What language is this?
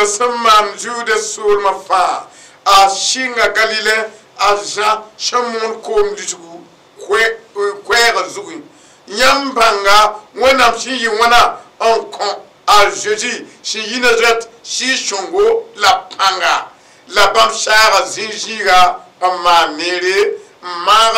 Mossi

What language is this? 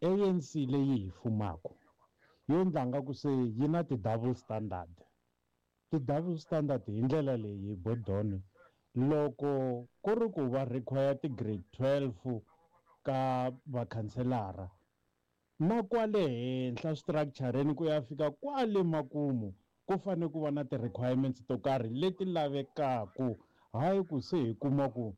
Tsonga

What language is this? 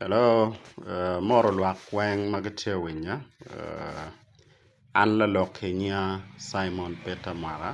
Acoli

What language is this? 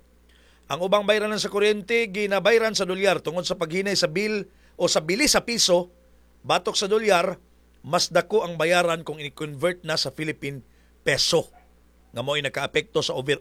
Cebuano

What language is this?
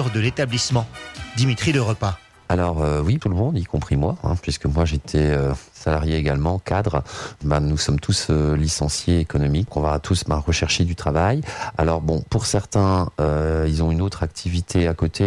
French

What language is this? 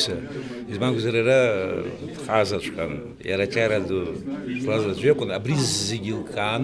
Abkhazian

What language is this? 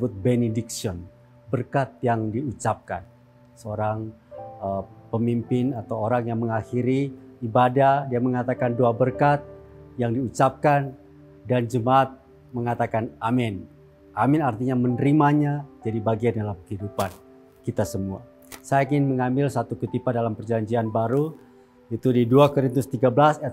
Indonesian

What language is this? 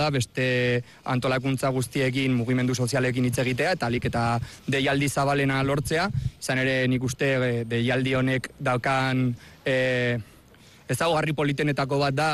Basque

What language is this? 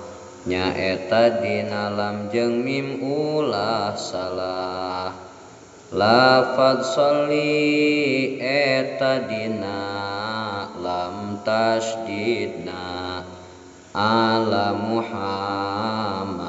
Sundanese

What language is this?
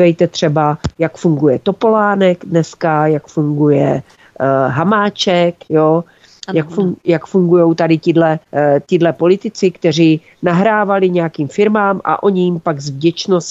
Czech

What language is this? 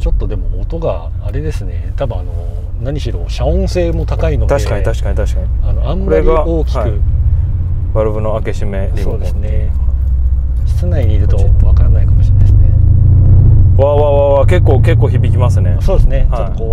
Japanese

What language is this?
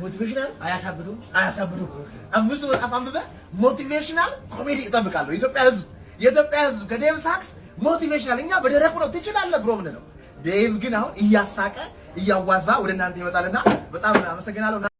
Amharic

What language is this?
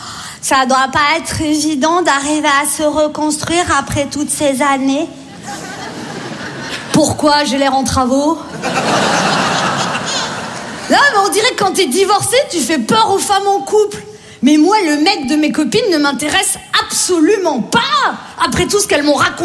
French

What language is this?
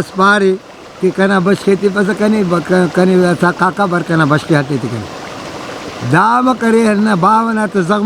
Brahui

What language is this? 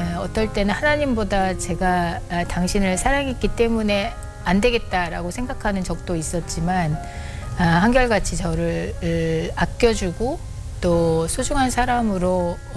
Korean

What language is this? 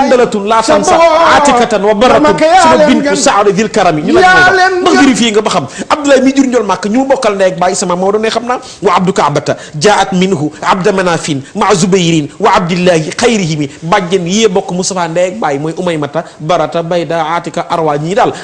Wolof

